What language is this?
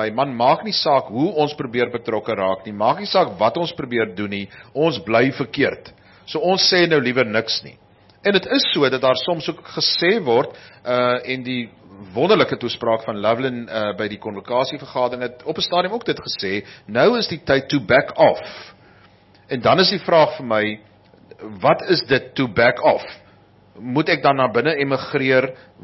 Afrikaans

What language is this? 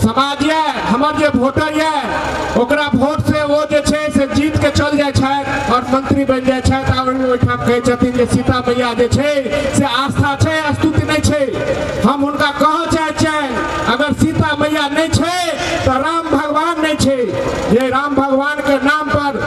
Maithili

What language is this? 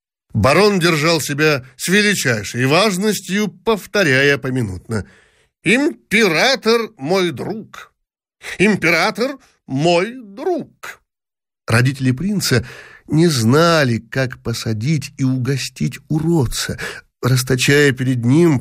Russian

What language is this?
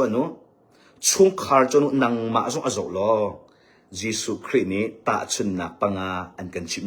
Hakha Chin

